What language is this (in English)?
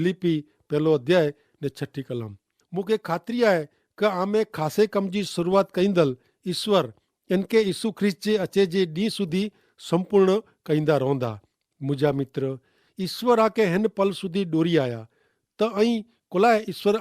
Kachhi